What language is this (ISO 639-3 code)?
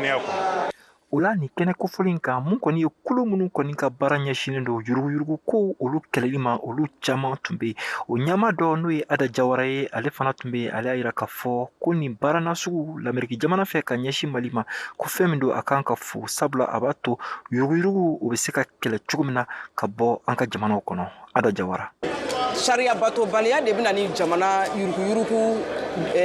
bam